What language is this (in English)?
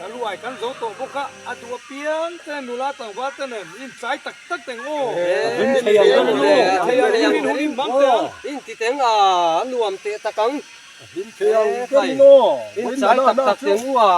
Mizo